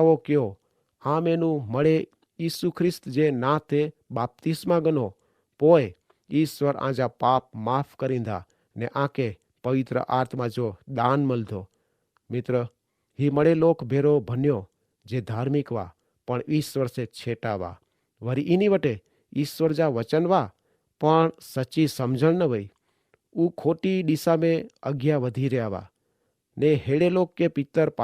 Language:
Kachhi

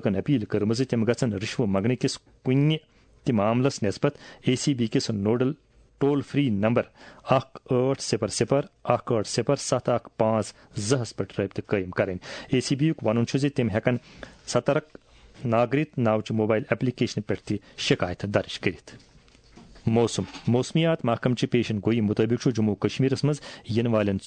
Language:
Kashmiri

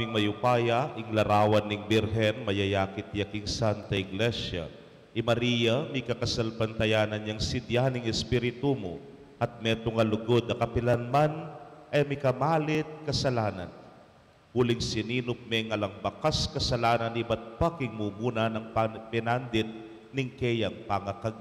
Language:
Pampanga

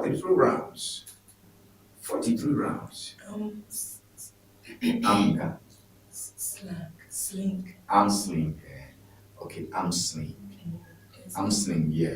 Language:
Ewe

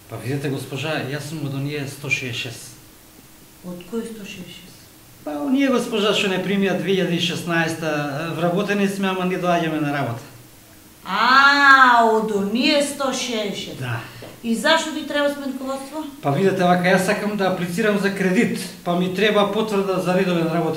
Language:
Macedonian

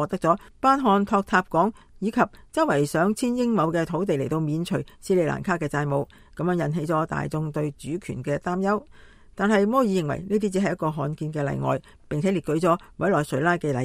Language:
Cantonese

